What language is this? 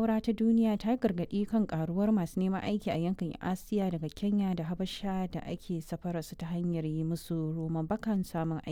Hausa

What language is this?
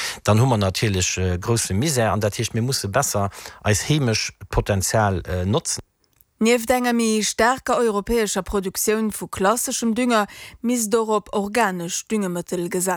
Luxembourgish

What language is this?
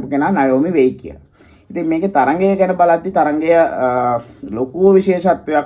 Sinhala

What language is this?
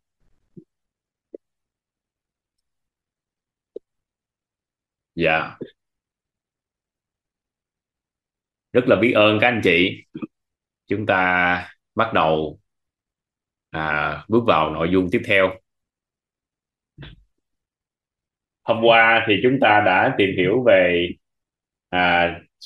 Vietnamese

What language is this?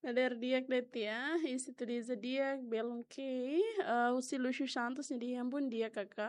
Tetum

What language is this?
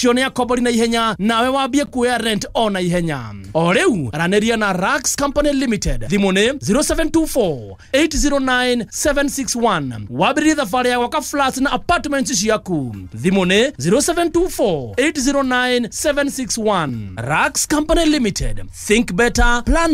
Kikuyu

